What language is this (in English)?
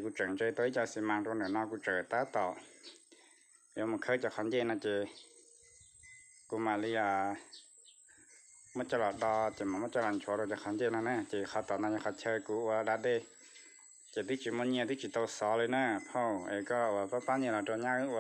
Vietnamese